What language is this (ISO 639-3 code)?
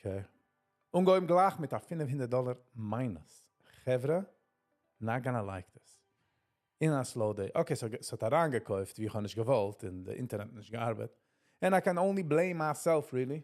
yid